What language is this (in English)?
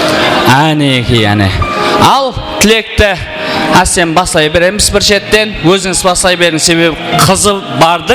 Kara-Kalpak